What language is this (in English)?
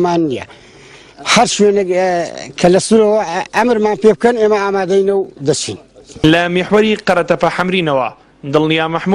Central Kurdish